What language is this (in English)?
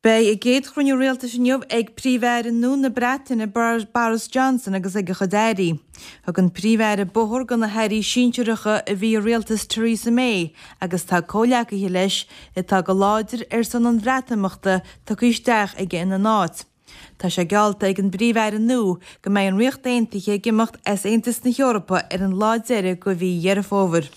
Irish